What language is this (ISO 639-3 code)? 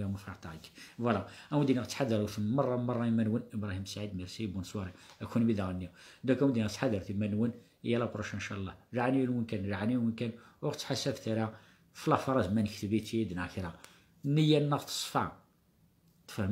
kab